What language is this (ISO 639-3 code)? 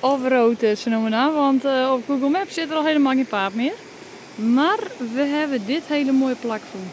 fry